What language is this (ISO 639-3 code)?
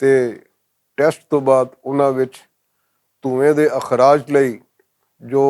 lah